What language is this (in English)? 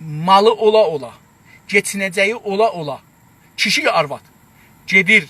South Azerbaijani